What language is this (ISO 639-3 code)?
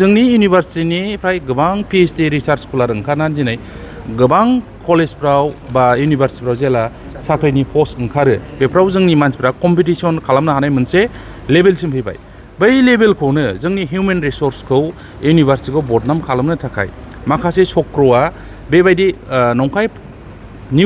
brx